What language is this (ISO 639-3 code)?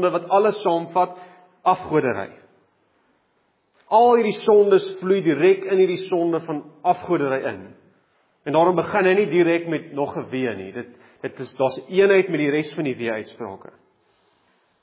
afr